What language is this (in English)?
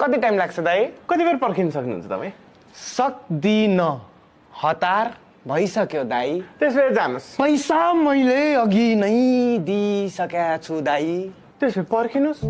Nepali